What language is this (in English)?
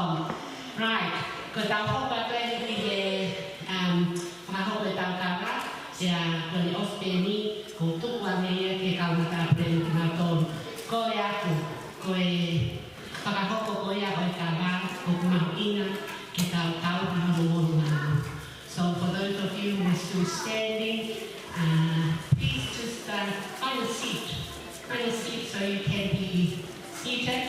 Tongan